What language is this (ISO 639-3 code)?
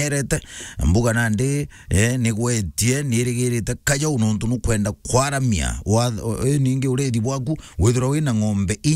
mer